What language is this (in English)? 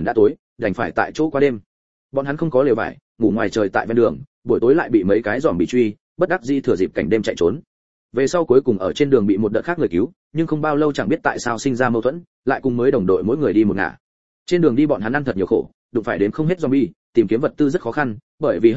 Vietnamese